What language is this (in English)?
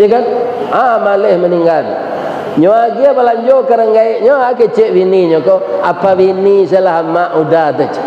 Minangkabau